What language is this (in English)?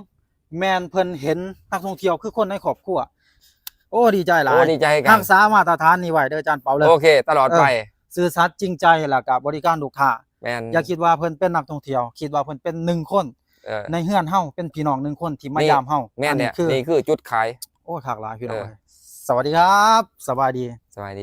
Lao